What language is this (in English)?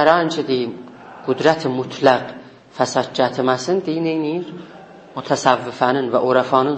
South Azerbaijani